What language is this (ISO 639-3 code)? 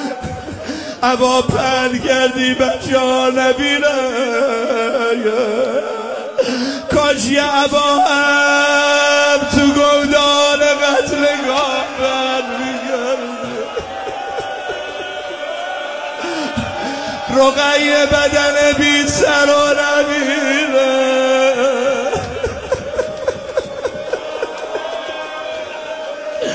fas